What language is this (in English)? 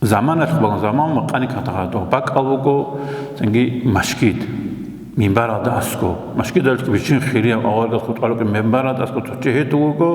Avaric